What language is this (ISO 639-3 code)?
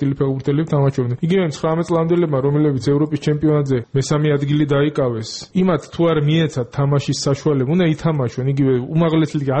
kat